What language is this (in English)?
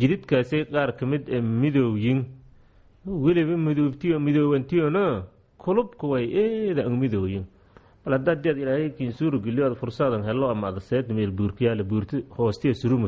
Somali